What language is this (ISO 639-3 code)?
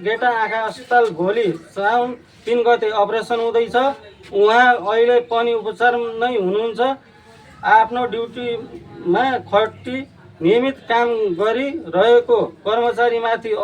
nep